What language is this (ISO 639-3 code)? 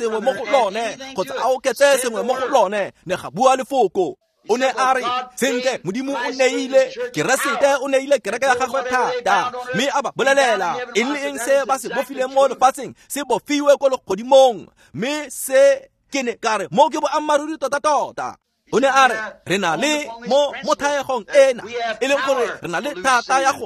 tsn